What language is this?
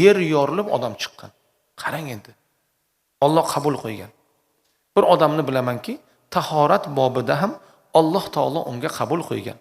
Uzbek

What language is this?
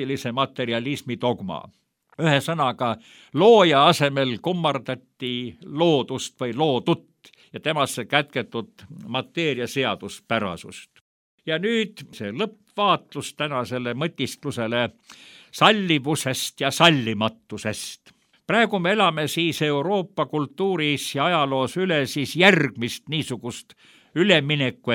Estonian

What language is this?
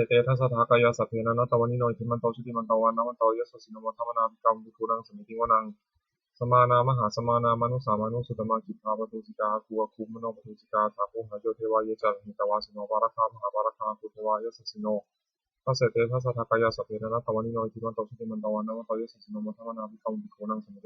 Pali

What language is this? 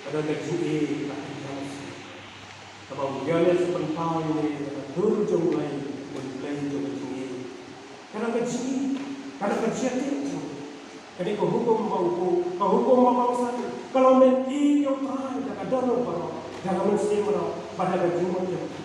Khasi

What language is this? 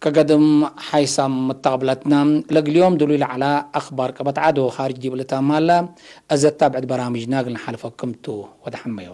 Tigre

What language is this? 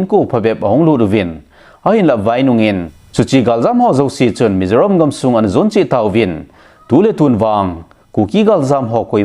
Thado Chin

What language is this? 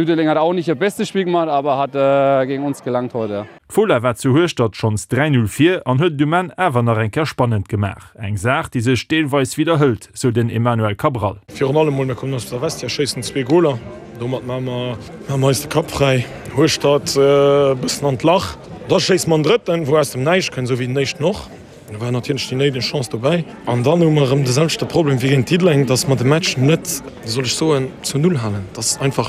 Luxembourgish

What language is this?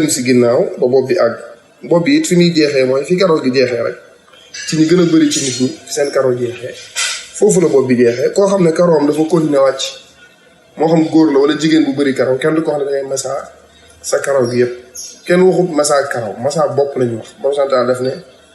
Wolof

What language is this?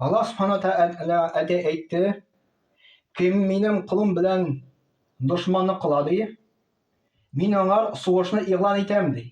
Tatar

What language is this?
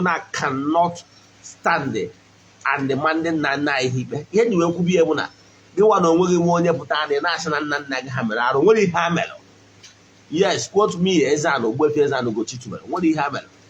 Igbo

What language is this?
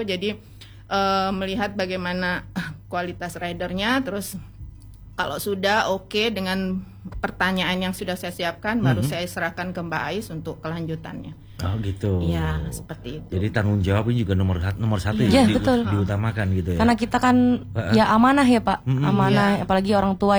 Indonesian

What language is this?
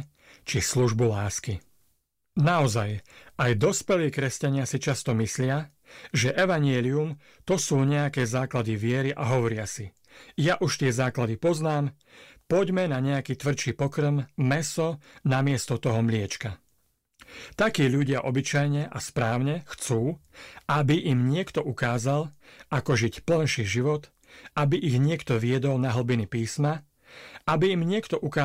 Slovak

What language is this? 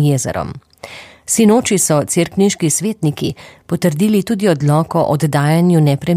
Slovenian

